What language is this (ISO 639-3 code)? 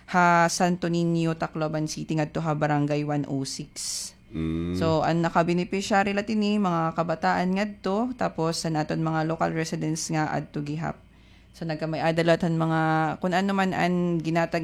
war